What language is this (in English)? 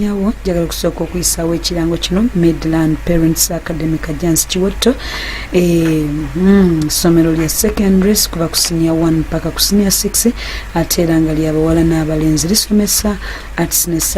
Ganda